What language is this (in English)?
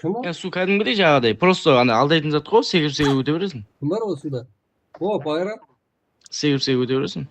Kara-Kalpak